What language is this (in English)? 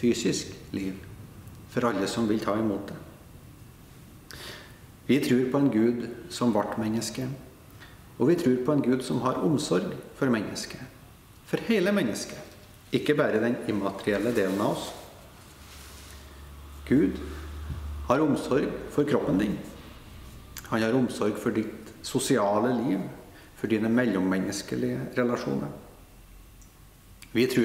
Norwegian